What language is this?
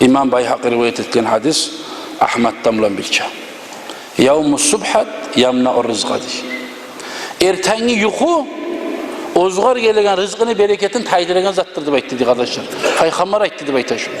Kumyk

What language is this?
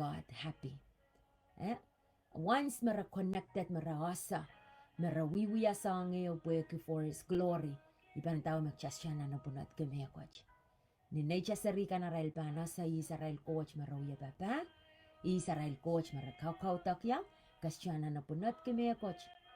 Pohnpeian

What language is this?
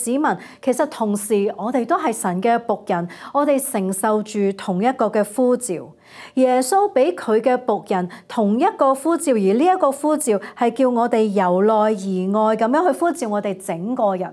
Cantonese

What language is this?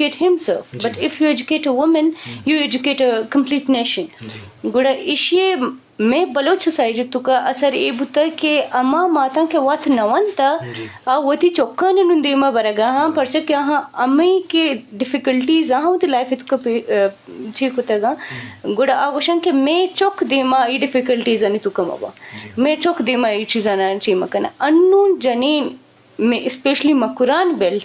Eastern Balochi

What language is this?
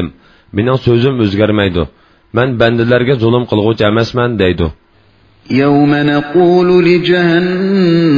Uyghur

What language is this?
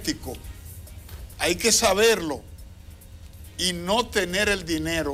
Spanish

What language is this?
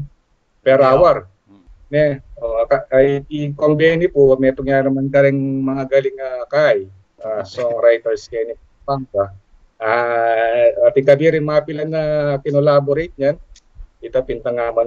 Pampanga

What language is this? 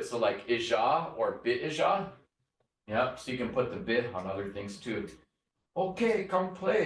Chippewa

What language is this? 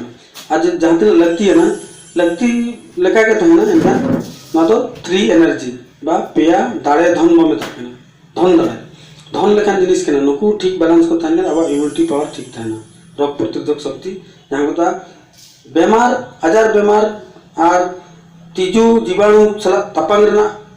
Santali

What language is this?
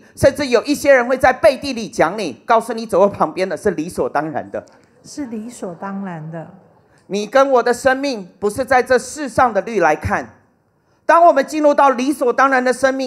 Chinese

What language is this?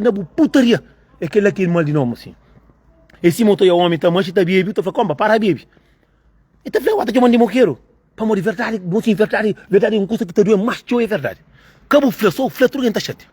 Kabuverdianu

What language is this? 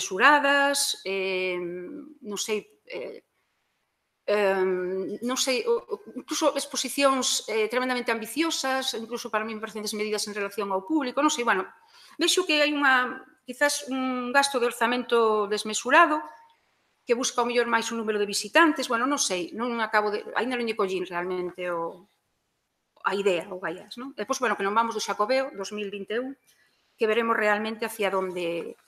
Galician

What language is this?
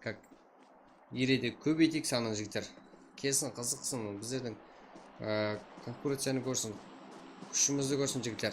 Kara-Kalpak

